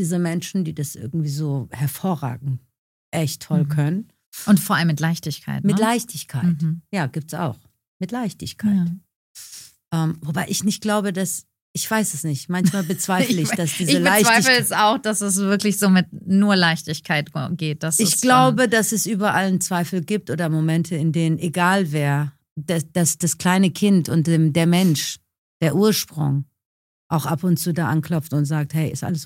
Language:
German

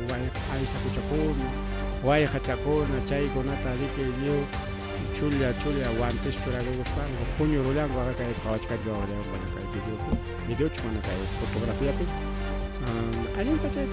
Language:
Ayacucho Quechua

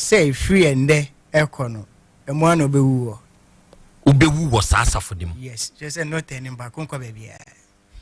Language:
Akan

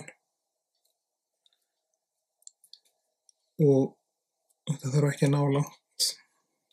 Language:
Icelandic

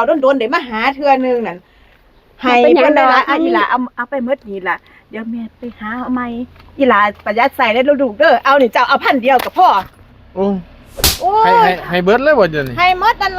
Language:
Northeastern Thai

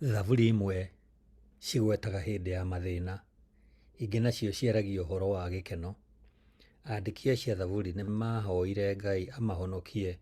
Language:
Kikuyu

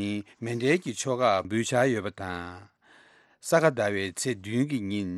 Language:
Tibetan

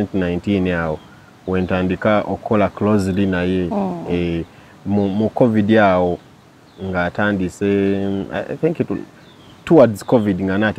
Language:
Ganda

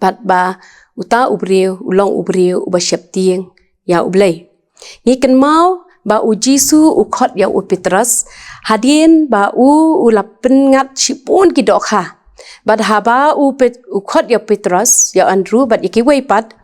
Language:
Khasi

